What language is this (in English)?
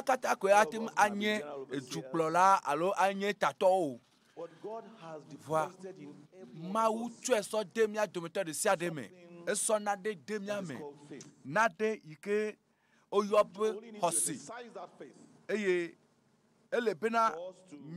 Ewe